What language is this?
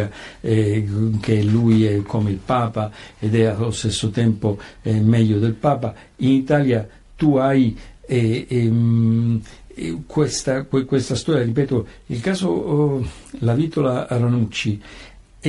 Italian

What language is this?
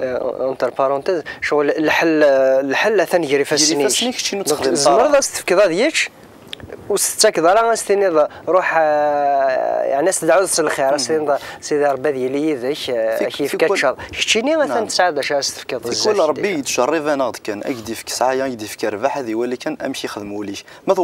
Kabyle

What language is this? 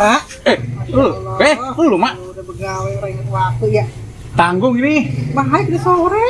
Betawi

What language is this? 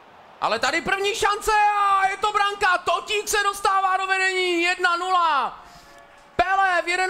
Czech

